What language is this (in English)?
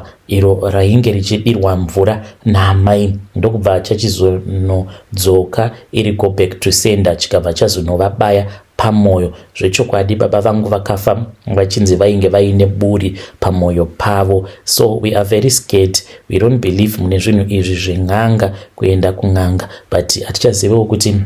Shona